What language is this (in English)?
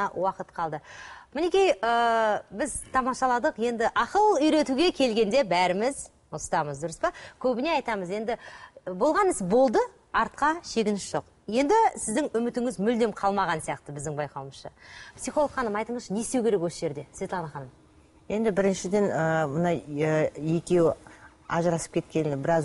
Kazakh